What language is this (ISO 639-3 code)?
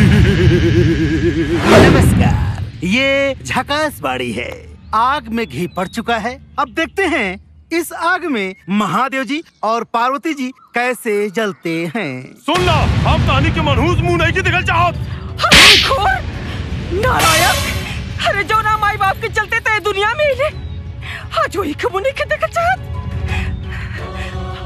bho